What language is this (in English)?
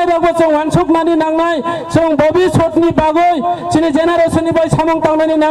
Kok Borok